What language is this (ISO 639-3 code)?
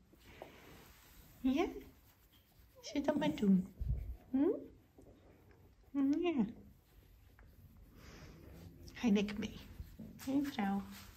nld